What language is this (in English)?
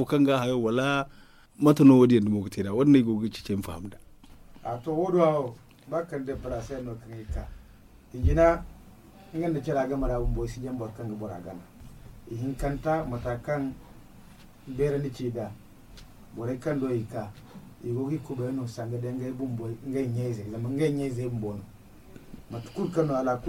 Zarma